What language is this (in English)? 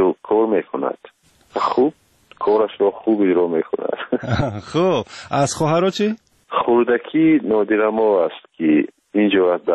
Tajik